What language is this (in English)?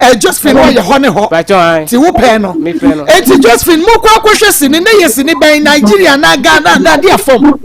Akan